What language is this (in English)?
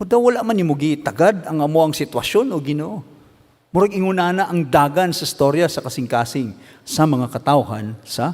Cebuano